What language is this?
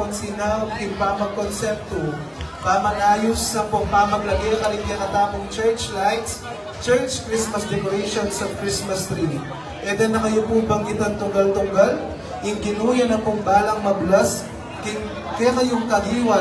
Pampanga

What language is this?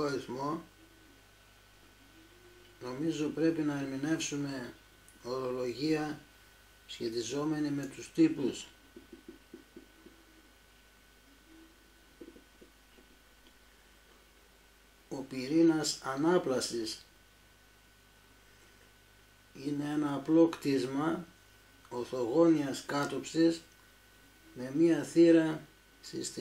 Greek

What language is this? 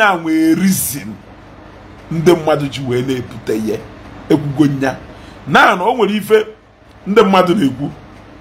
Igbo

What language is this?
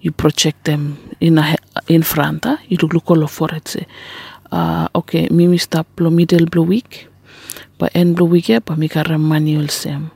Bislama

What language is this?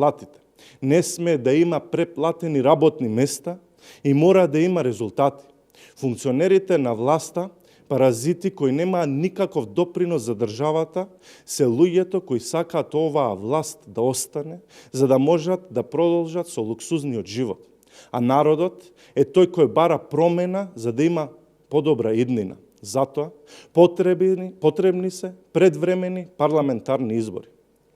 Macedonian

